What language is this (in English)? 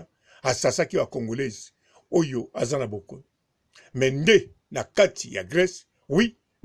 Lingala